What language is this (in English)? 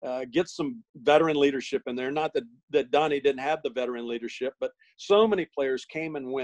English